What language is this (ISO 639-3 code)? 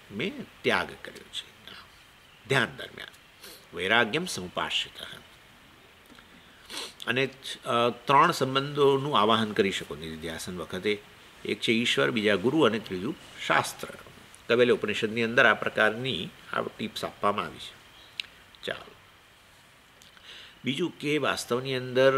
guj